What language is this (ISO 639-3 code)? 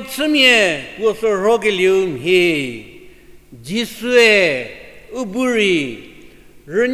njm